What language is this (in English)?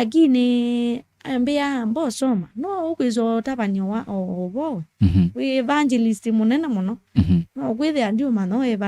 Kamba